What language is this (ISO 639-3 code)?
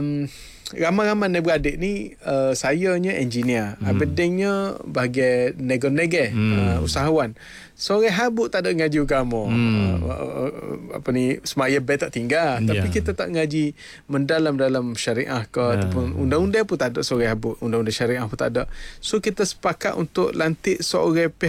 msa